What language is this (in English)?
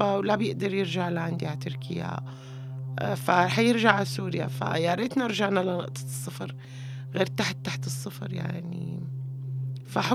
North Levantine Arabic